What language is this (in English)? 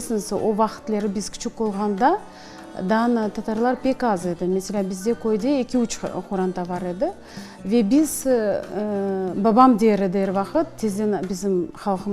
Crimean Tatar